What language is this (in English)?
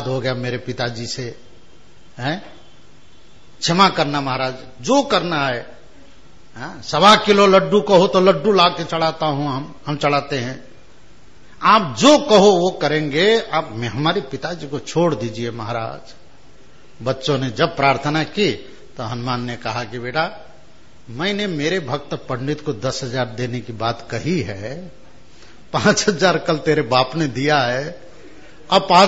Hindi